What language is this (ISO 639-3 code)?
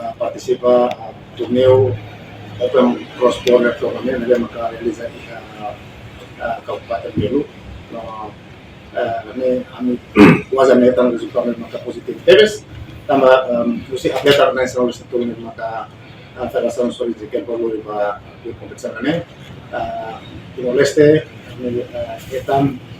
tet